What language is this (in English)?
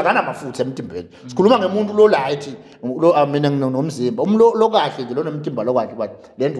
Zulu